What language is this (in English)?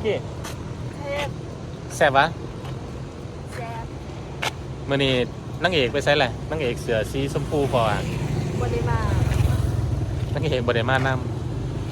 Lao